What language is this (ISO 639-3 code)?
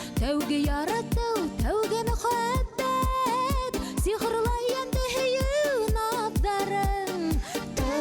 bak